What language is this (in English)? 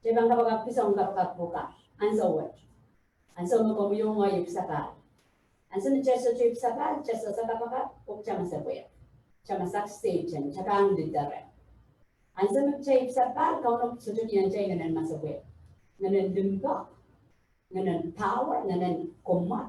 Pohnpeian